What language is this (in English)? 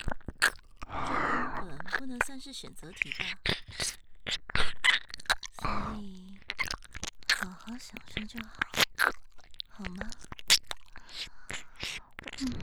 Chinese